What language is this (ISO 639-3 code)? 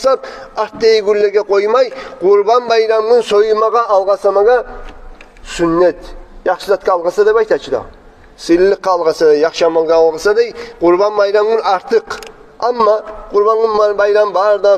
kum